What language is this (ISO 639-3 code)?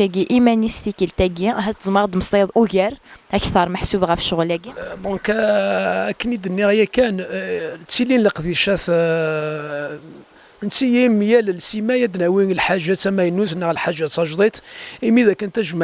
kab